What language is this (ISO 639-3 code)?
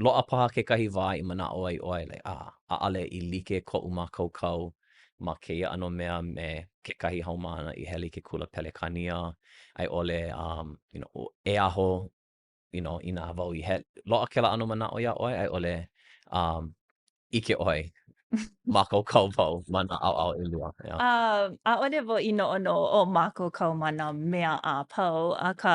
haw